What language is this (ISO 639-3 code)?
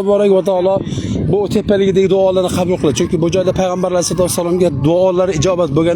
uzb